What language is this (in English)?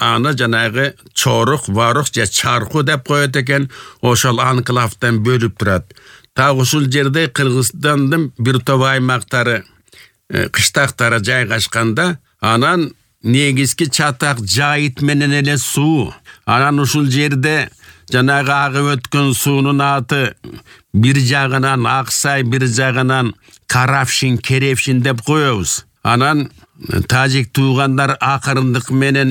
Kyrgyz